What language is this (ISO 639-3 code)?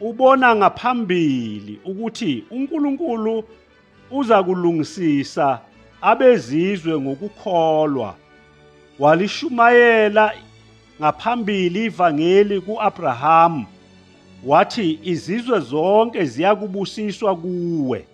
zul